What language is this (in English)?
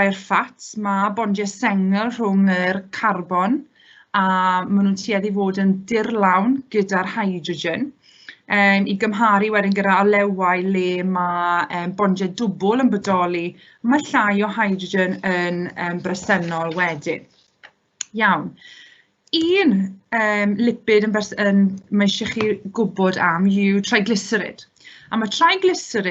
Welsh